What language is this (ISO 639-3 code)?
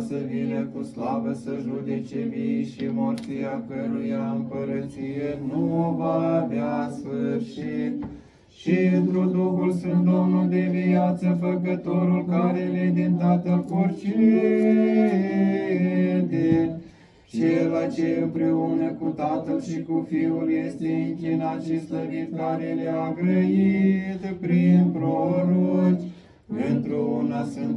ron